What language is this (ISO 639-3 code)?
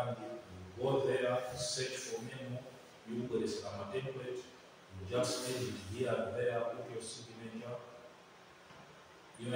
eng